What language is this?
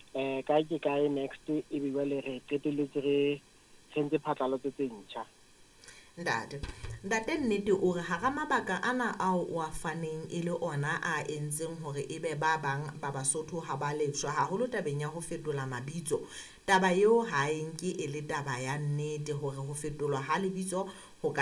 Southern Sotho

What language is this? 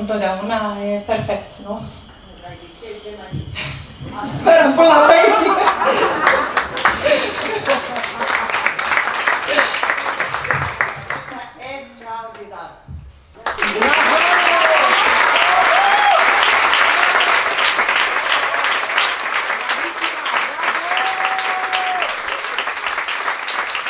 Romanian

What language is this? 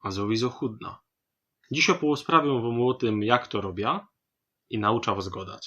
Silesian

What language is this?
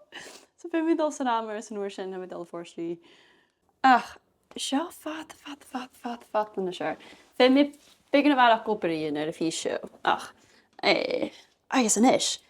Scottish Gaelic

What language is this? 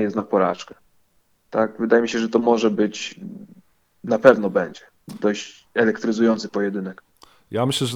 Polish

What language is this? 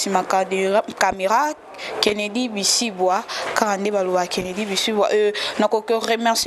Lingala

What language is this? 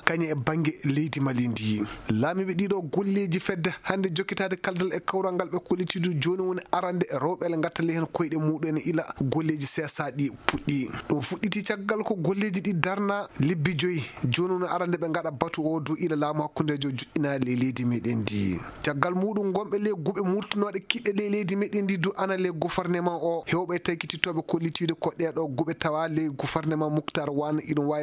Fula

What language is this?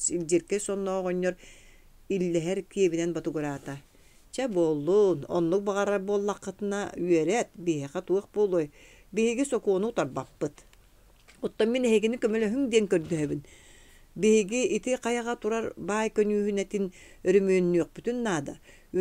Yakut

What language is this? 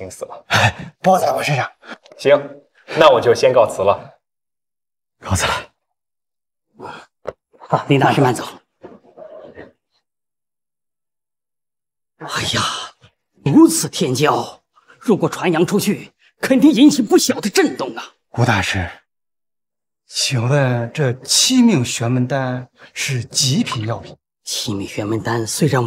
Chinese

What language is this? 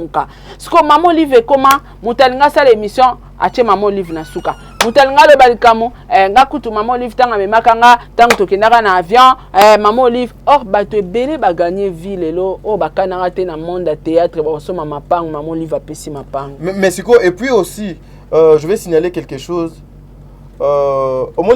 Lingala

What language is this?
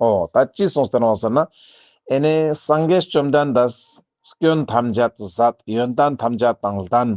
Ladakhi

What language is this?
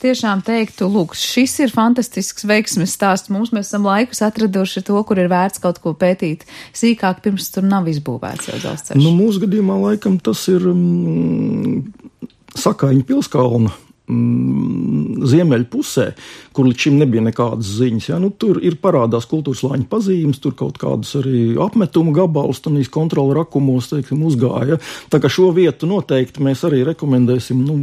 Latvian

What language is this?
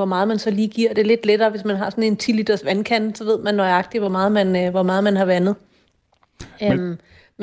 Danish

